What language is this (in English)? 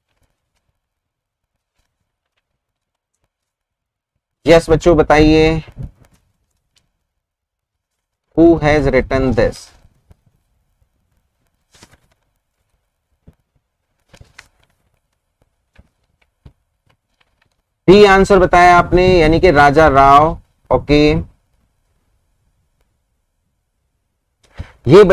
Hindi